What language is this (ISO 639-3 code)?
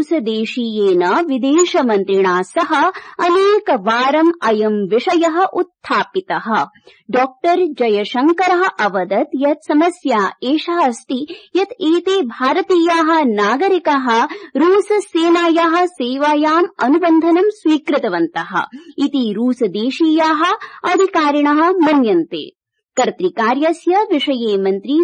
san